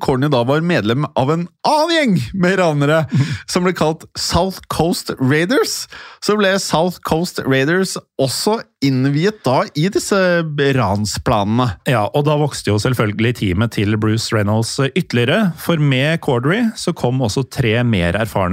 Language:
Norwegian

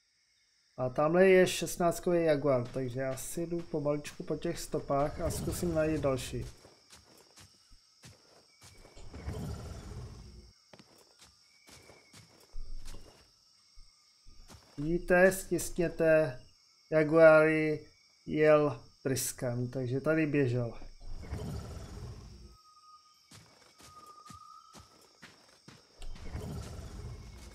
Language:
Czech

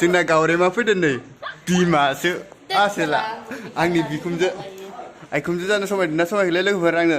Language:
Bodo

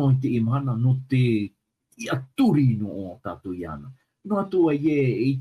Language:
Tahitian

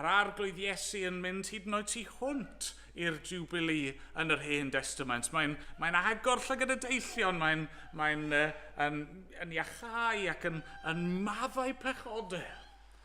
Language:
Welsh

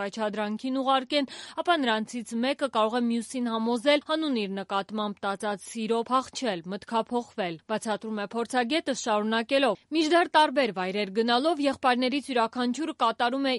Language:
Armenian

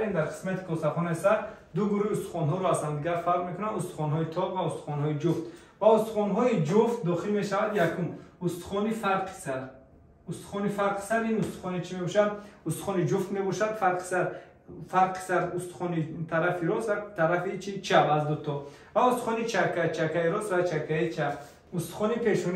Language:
Tajik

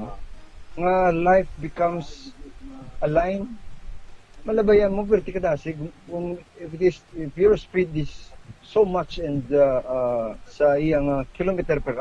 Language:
Hiligaynon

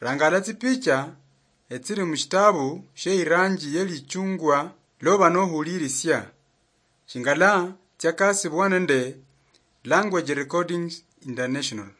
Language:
Luyia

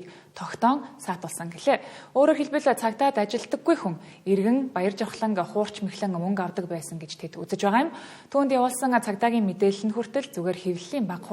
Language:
Mongolian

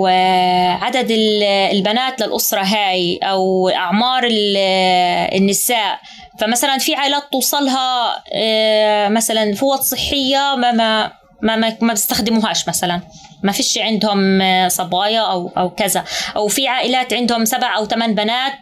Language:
North Levantine Arabic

